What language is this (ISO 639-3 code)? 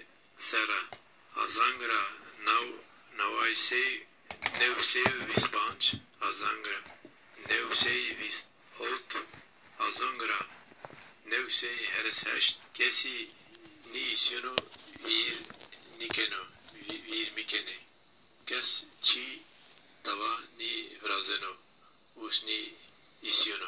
zza